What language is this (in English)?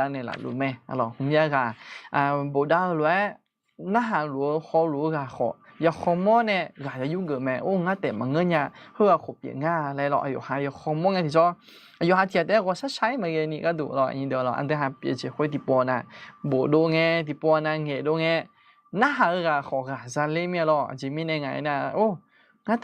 Akha